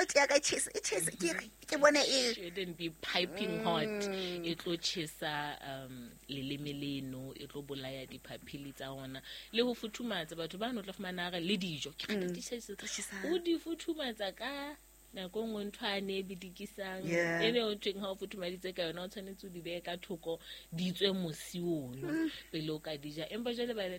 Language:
Southern Sotho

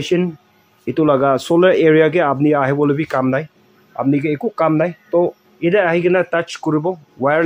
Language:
Naga Pidgin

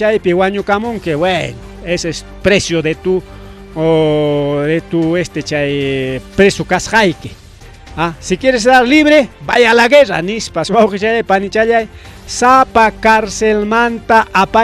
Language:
Ayacucho Quechua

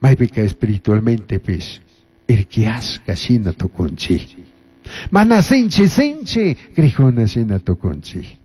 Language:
Chimborazo Highland Quichua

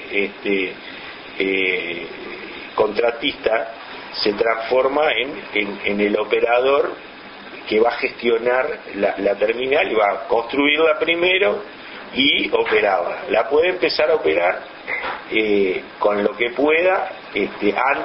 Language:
Spanish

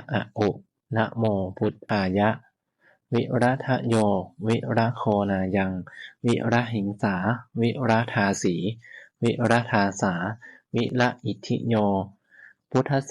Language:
Pali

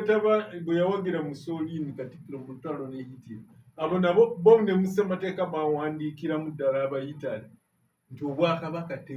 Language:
Ganda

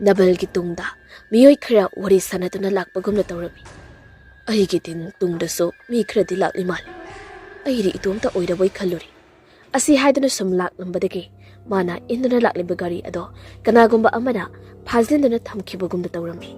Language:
Manipuri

